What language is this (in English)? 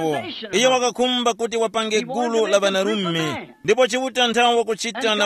Tumbuka